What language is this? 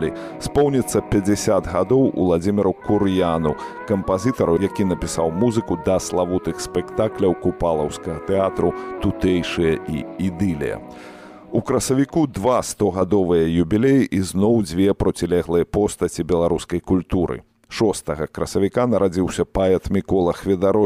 Belarusian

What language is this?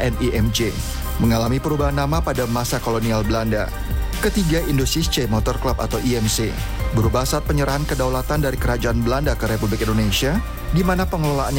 Indonesian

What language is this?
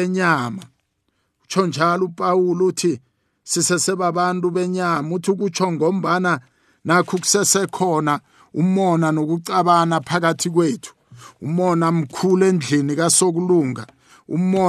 South Ndebele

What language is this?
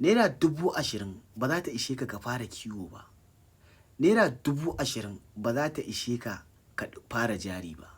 Hausa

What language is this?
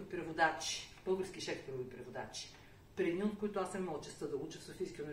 Bulgarian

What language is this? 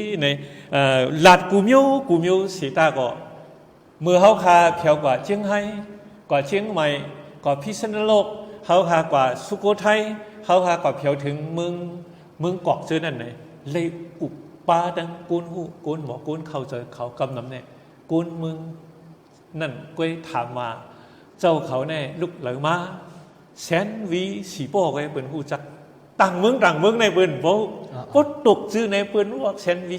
Shan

